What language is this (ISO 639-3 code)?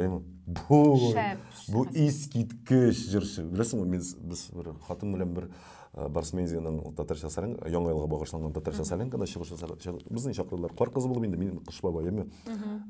tat